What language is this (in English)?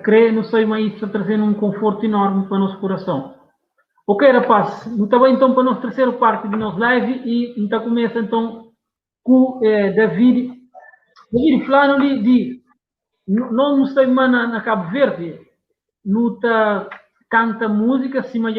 Kabuverdianu